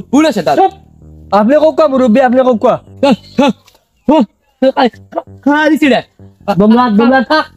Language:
Sylheti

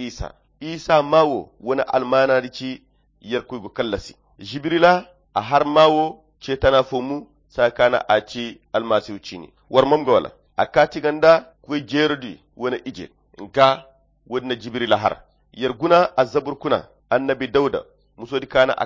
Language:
Koyra Chiini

